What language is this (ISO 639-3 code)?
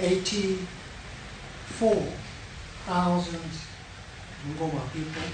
luo